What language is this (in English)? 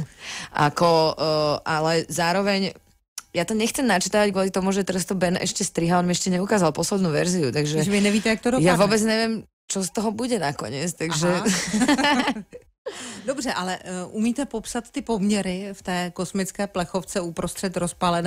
Slovak